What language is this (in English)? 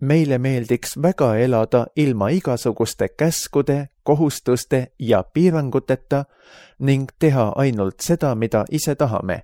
Estonian